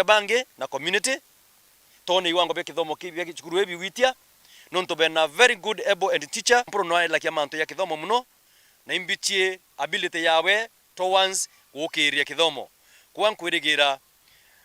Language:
Meru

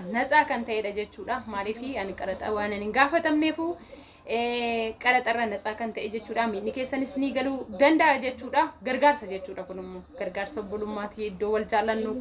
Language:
Oromo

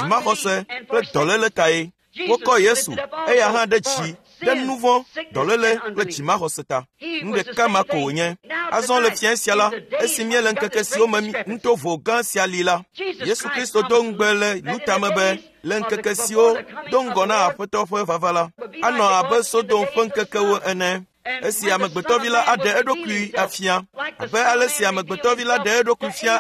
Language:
Ewe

